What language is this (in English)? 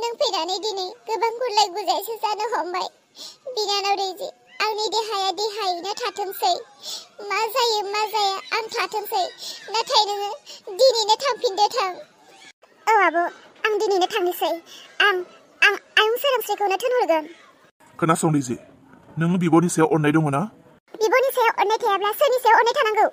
Bodo